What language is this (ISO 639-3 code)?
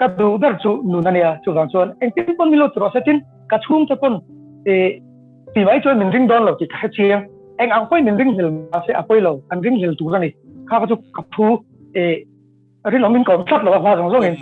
lus